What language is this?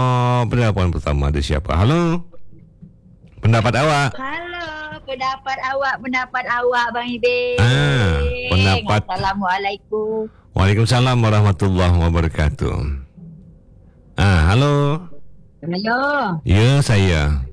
Malay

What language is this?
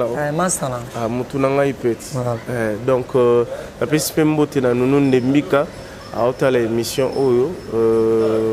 Lingala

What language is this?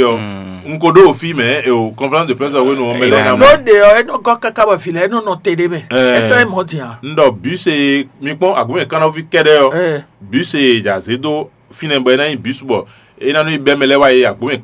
Fon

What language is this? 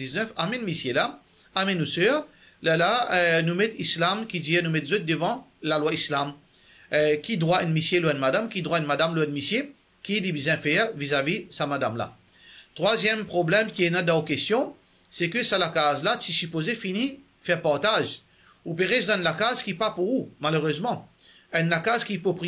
Morisyen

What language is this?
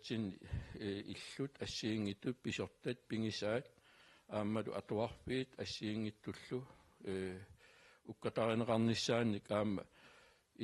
Kalaallisut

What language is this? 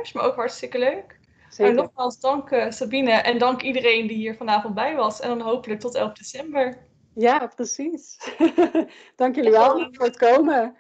Dutch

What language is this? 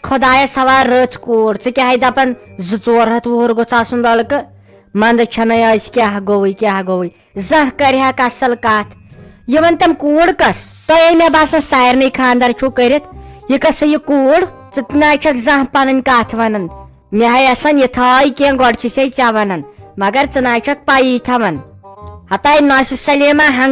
Kashmiri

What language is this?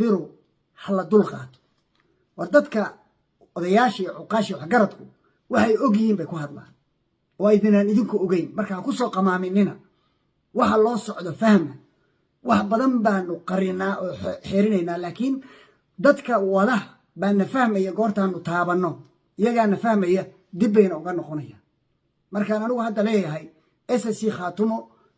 Somali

